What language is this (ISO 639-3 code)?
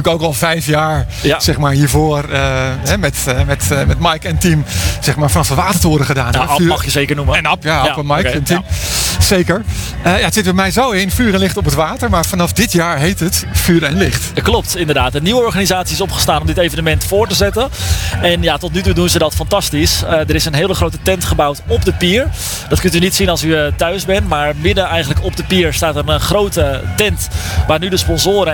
nld